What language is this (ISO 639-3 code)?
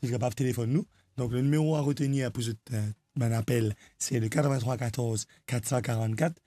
mfe